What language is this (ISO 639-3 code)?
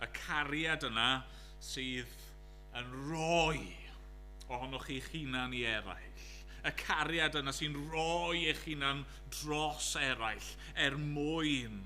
cym